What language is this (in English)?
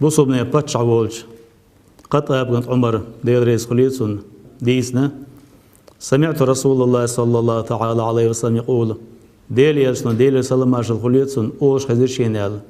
Chechen